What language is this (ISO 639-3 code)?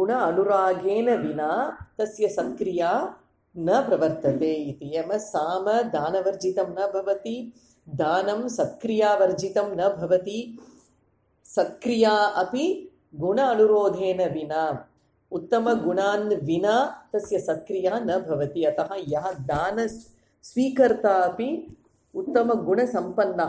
san